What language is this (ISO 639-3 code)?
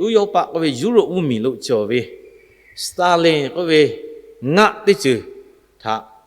lhu